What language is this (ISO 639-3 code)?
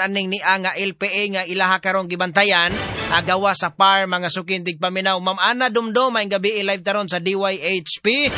ceb